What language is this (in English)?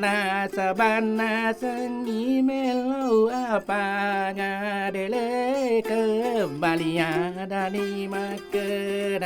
Buginese